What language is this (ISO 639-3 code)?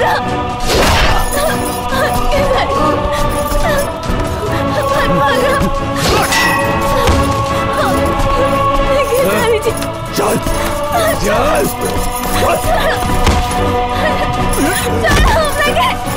bho